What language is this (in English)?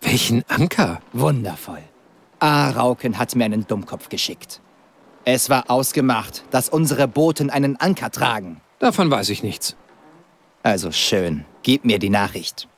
Bavarian